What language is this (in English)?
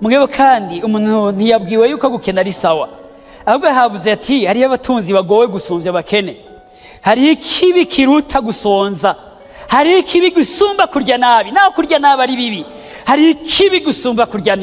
Rundi